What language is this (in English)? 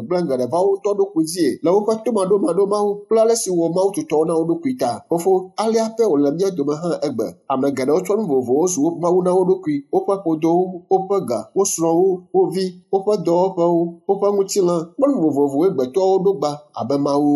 Ewe